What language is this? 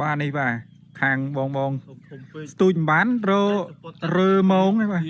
Khmer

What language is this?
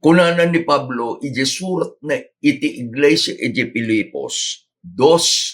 Iloko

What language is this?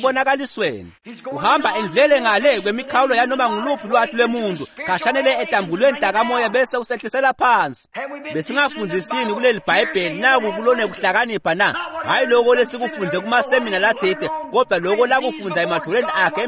Swati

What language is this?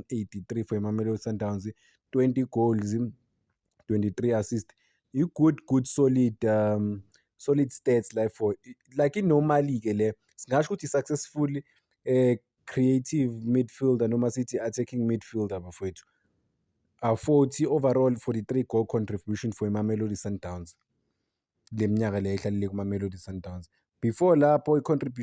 Zulu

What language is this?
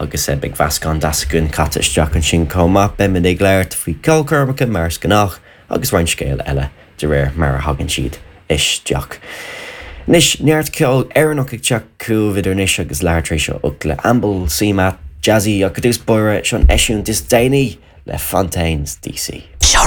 Irish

